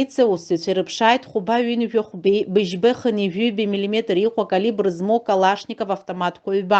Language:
Abkhazian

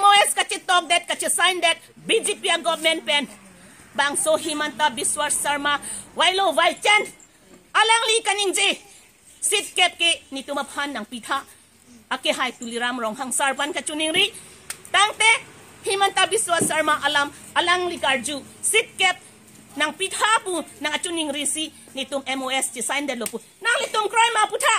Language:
Karbi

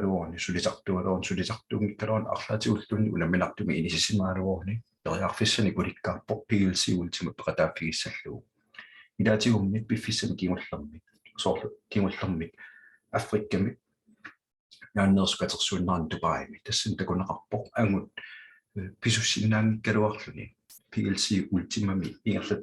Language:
Kalaallisut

